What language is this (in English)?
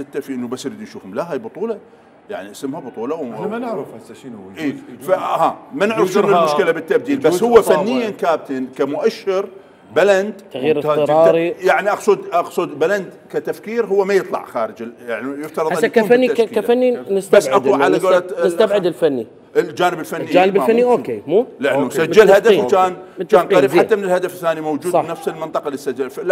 Mesopotamian Arabic